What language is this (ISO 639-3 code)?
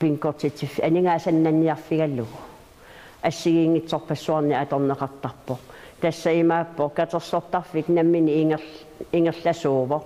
kal